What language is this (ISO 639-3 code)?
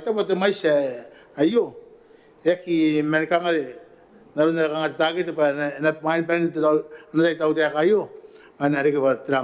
gil